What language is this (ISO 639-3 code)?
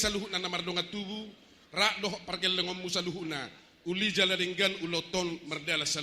bbc